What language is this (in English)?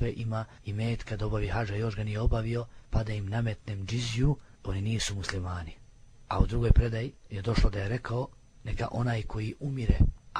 Bosnian